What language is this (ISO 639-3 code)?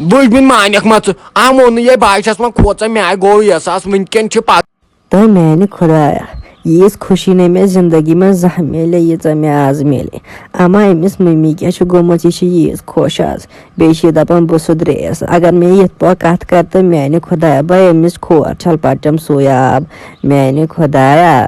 kas